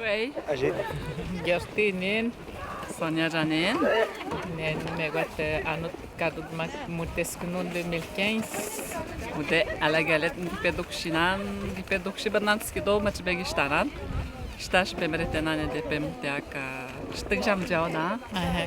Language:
Atikamekw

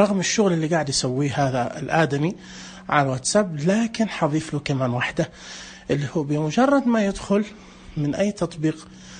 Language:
Najdi Arabic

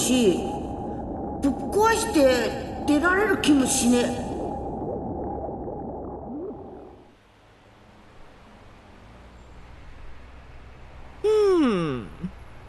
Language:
Japanese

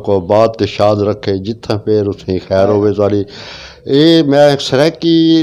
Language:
Saraiki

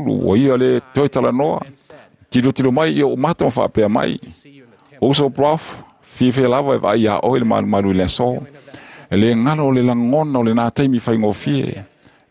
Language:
Samoan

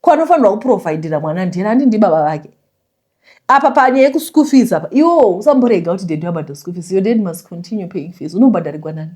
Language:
Shona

